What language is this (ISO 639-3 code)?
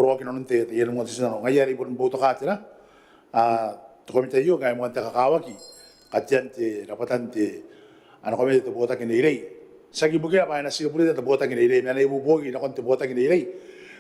gil